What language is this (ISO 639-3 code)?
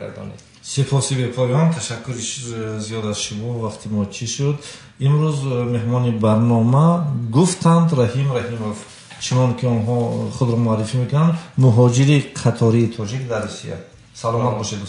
tgk